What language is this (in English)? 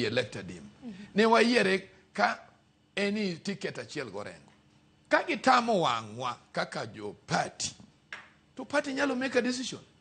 Luo (Kenya and Tanzania)